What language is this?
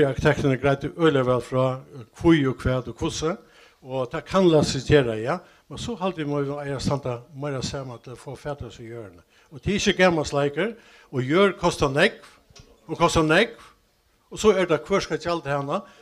Faroese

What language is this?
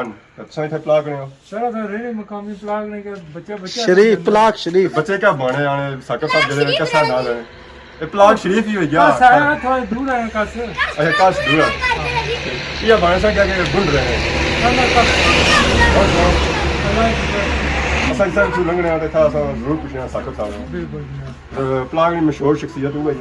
Pahari-Potwari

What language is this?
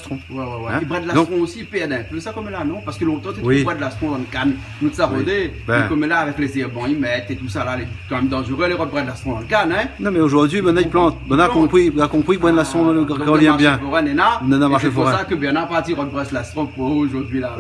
Réunion Creole French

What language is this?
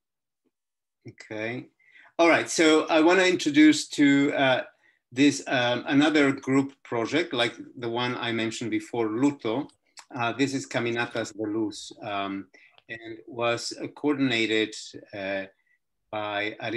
English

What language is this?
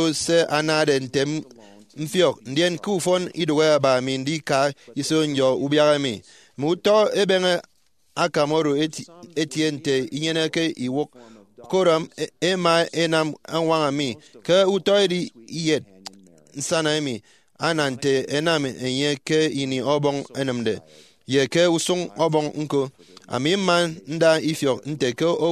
Efik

